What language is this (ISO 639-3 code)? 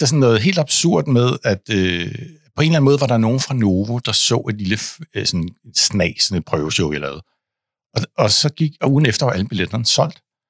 dan